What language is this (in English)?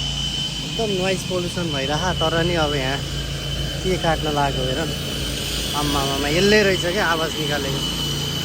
Nepali